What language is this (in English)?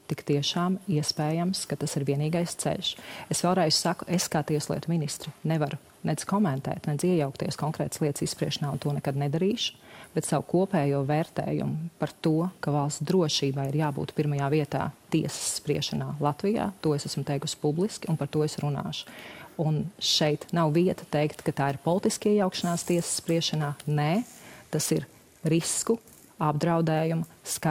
Latvian